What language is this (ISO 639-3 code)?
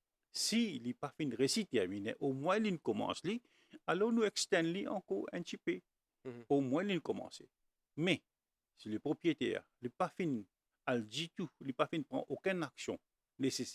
mfe